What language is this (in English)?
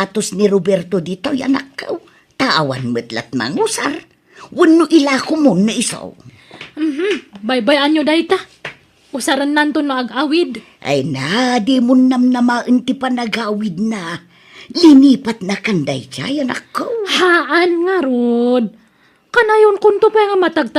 Iloko